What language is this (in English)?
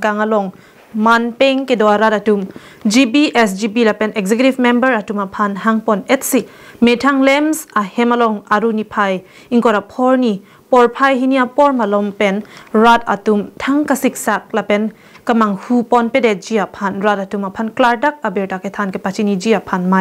Karbi